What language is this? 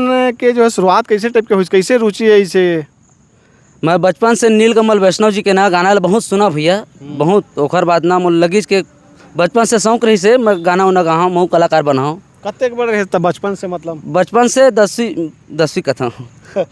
Chhattisgarhi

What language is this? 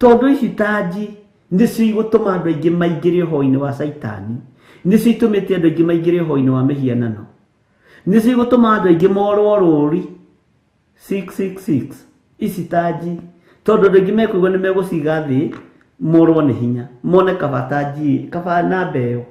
Kikuyu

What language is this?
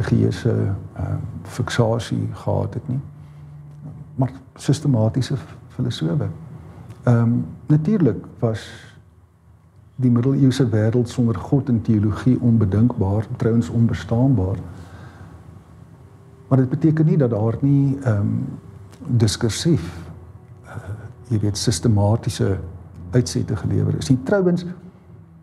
Afrikaans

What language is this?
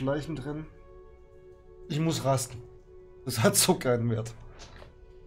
German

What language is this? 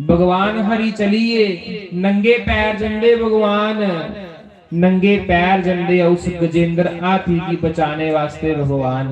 Dogri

